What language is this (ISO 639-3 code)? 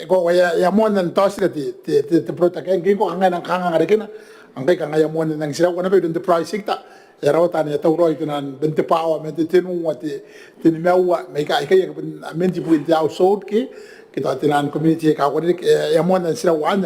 gil